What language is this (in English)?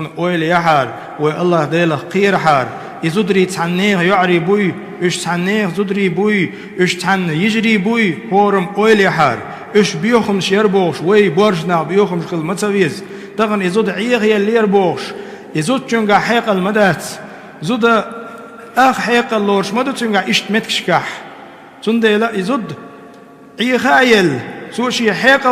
Chechen